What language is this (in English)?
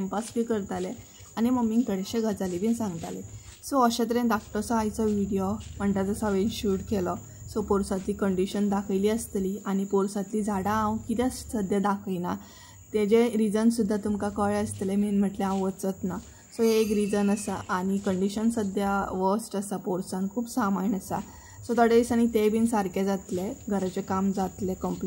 Konkani